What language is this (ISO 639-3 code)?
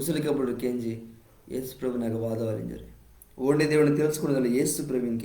kff